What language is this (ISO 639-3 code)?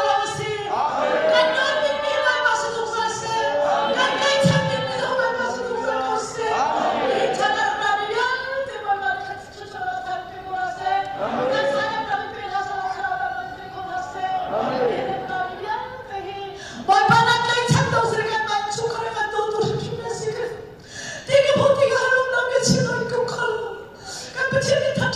cnh